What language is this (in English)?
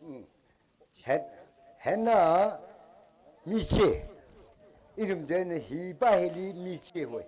Tangkhul Naga (India)